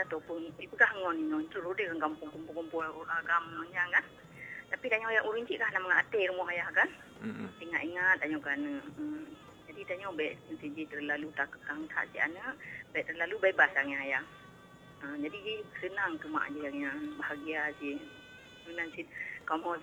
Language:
Malay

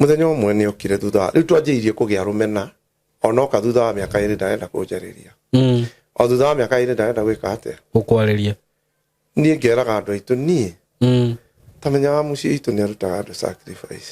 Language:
Kikuyu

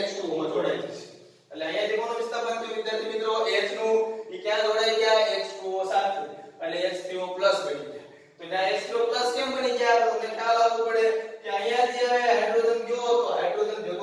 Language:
Gujarati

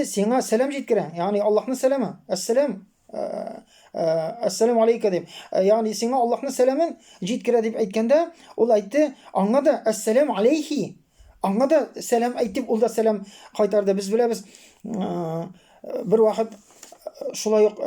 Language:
Tatar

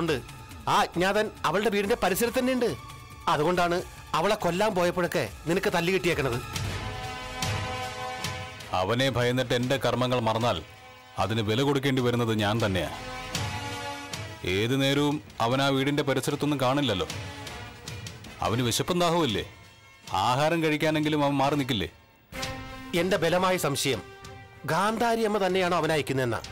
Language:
Malayalam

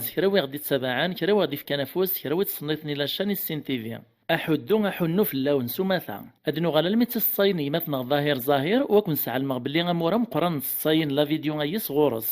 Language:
Kabyle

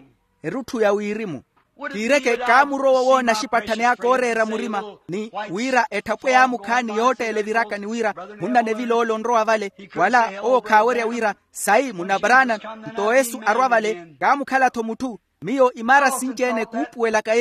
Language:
Makhuwa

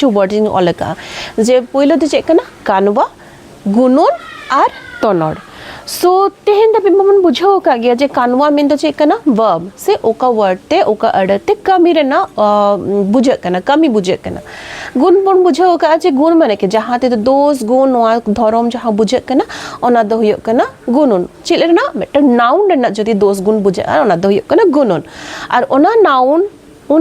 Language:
Santali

